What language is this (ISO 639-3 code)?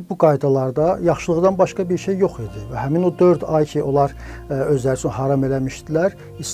aze